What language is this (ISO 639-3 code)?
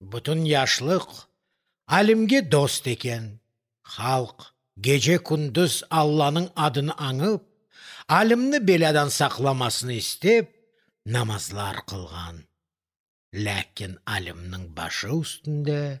crh